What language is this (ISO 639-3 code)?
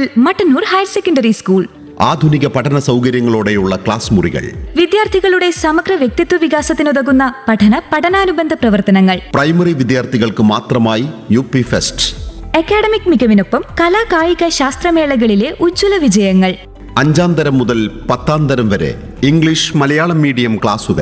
mal